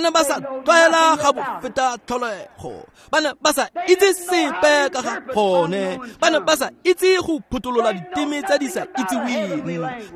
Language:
Tswana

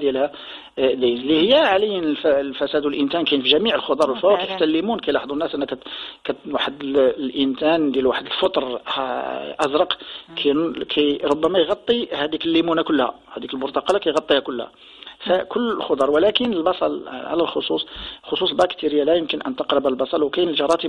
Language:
Moroccan Arabic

